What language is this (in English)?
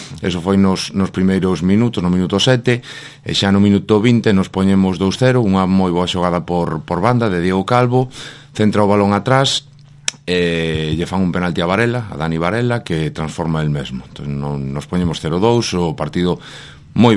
Galician